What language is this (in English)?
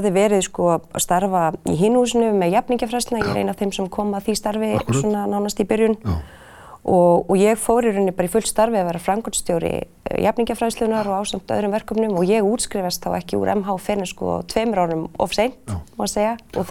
Icelandic